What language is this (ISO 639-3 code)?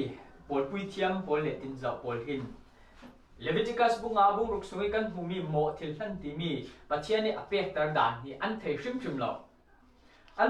cfm